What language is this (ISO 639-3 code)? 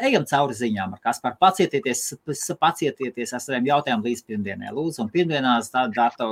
lav